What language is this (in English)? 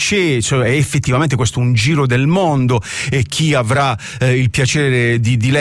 Italian